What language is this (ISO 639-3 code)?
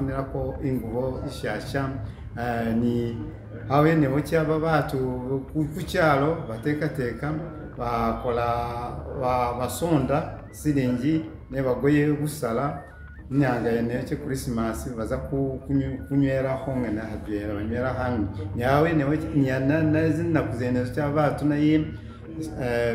myx